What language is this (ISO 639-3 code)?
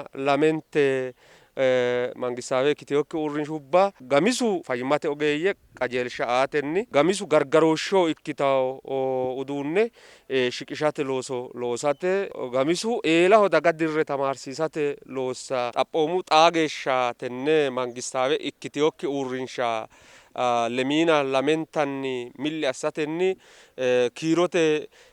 sid